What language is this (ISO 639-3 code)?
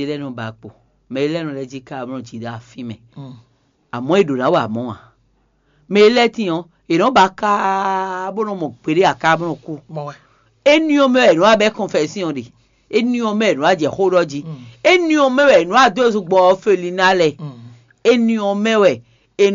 fon